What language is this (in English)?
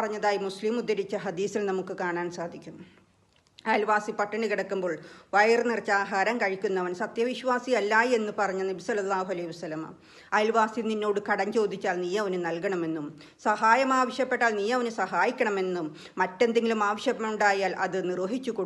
Malayalam